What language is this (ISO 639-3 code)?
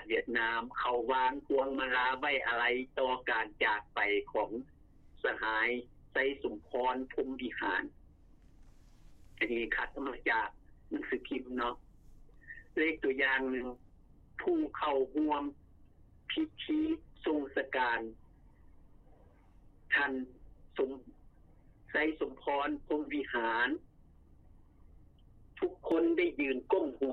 lao